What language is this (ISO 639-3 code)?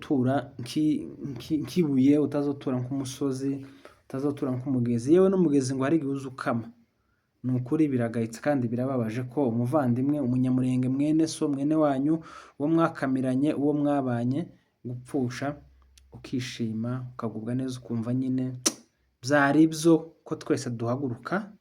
kin